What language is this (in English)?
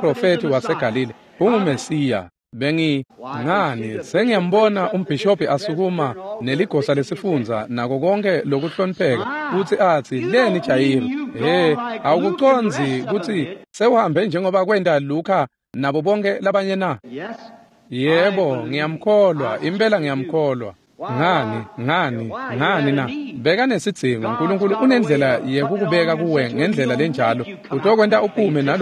Swati